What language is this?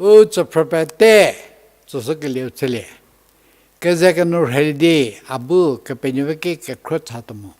Angami Naga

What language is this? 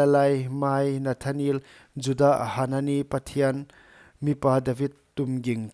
Paite Chin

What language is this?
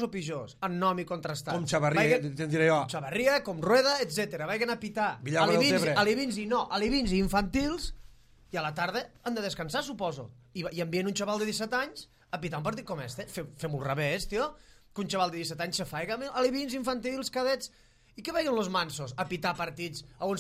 Catalan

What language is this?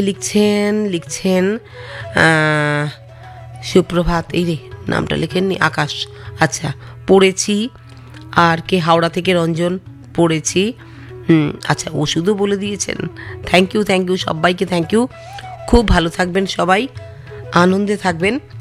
Bangla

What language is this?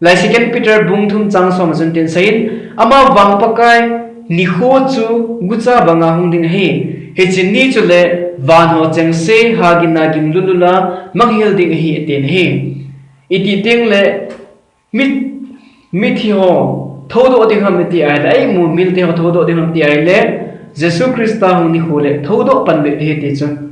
Thado Chin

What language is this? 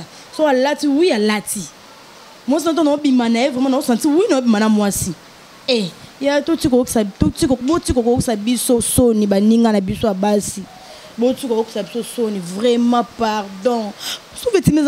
Lingala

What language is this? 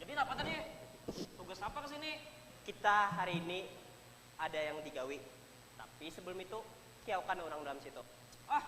Banjar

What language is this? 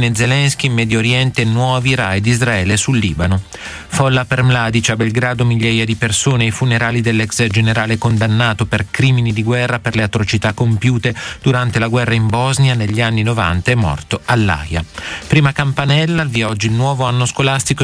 Italian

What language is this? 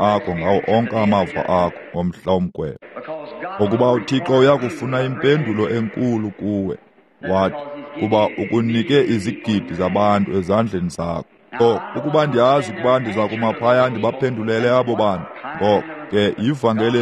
Xhosa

